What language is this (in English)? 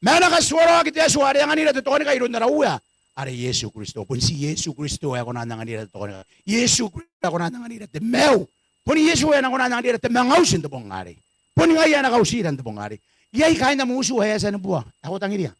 Gilbertese